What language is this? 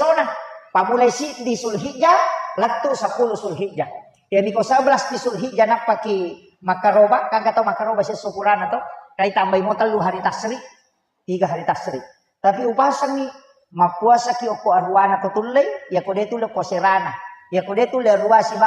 Buginese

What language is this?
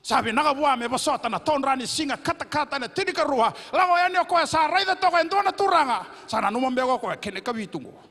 Fijian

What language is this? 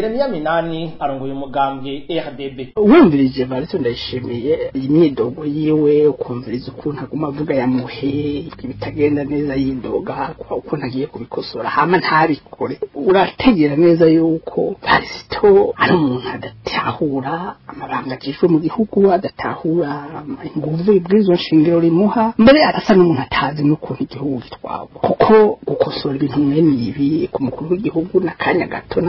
Rundi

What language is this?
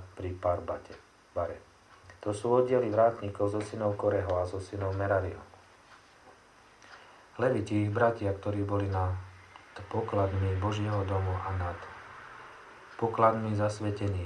Slovak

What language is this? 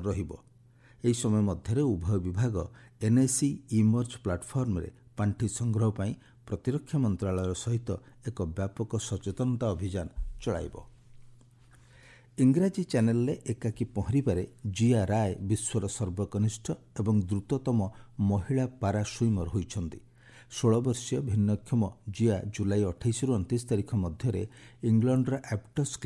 Odia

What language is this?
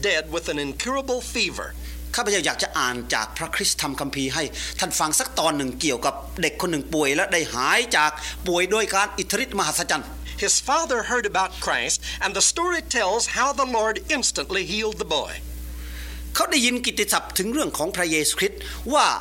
Thai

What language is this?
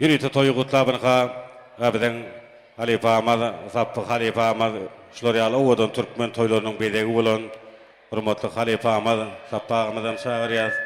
Turkmen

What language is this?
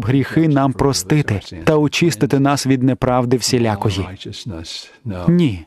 Ukrainian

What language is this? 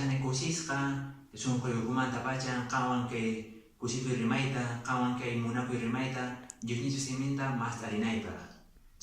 Quechua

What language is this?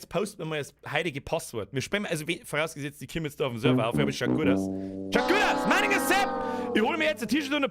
Bavarian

